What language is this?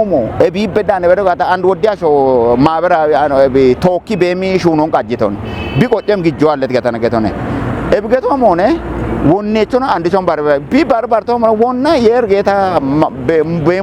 Kafa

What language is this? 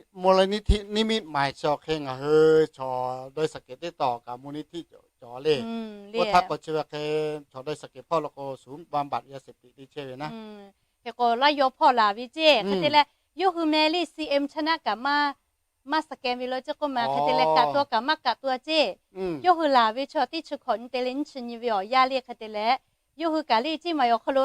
Lahu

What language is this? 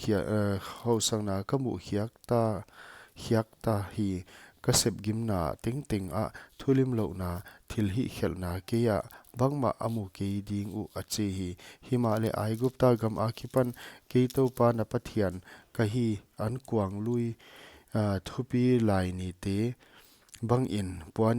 Paite Chin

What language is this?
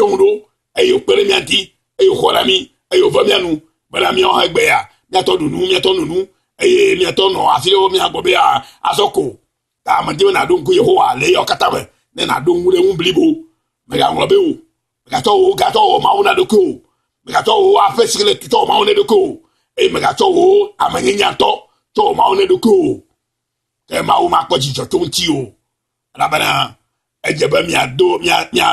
Ewe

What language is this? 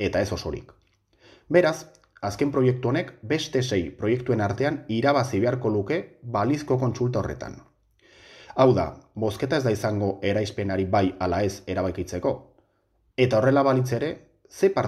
Basque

